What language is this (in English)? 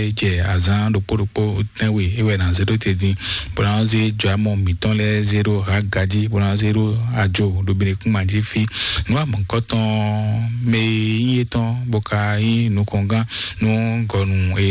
Fon